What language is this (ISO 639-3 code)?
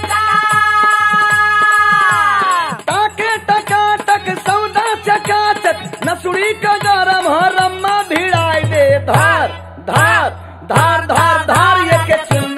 bho